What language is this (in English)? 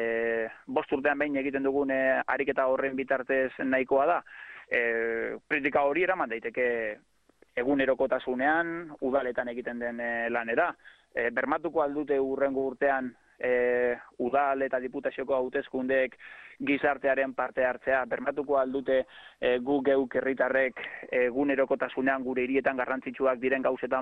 Basque